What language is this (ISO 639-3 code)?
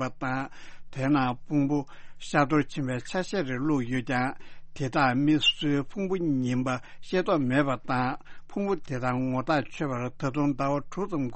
bod